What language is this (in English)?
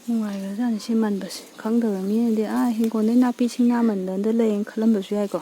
Manipuri